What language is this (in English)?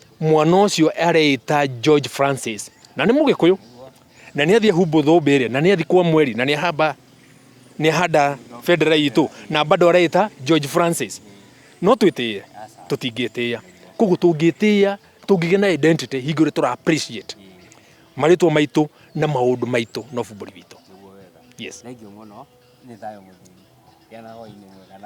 Kikuyu